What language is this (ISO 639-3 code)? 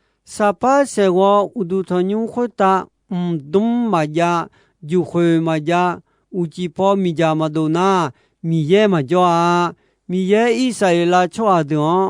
ahk